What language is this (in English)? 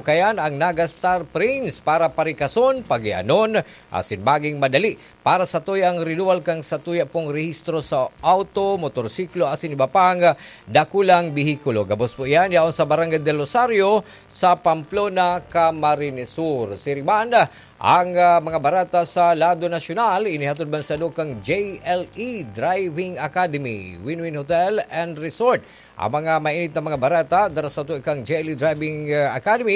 Bikol